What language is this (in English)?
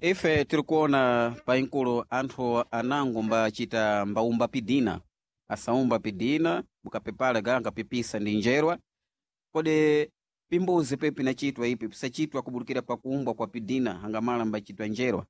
Sena